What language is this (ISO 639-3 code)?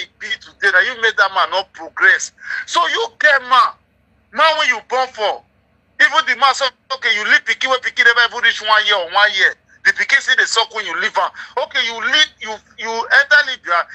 pcm